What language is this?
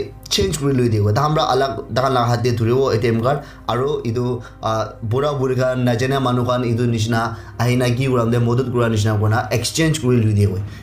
Naga Pidgin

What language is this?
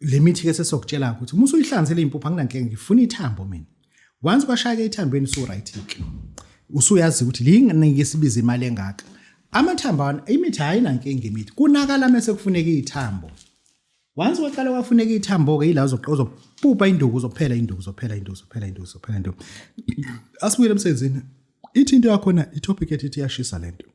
Zulu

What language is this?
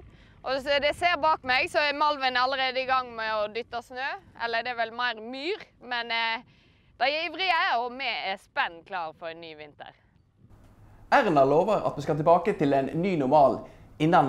Norwegian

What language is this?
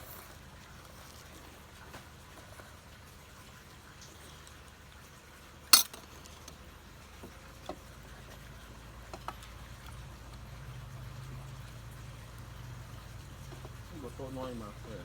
Northeastern Thai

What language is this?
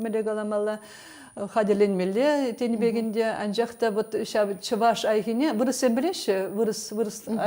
Chuvash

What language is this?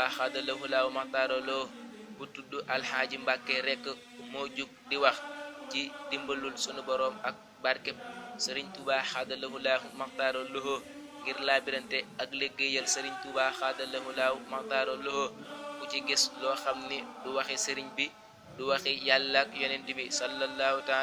Wolof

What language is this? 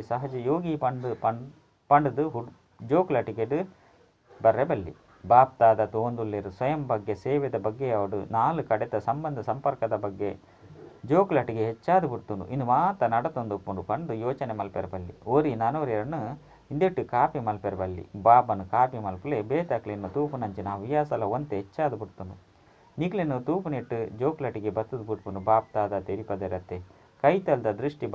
Tulu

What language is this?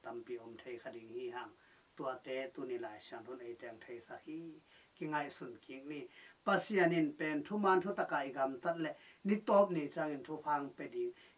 Tedim Chin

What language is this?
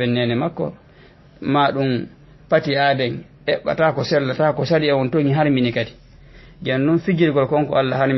Fula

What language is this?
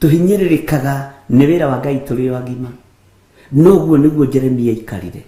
Kikuyu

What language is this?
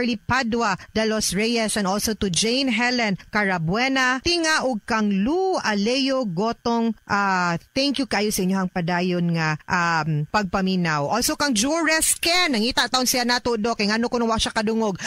Cebuano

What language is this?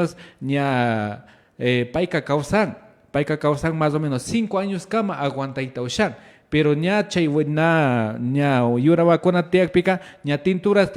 Imbabura Highland Quichua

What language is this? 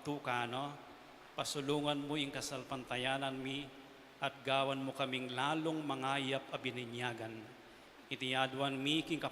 Pampanga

